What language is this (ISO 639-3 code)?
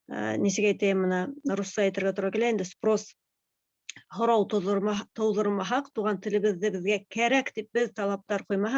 bak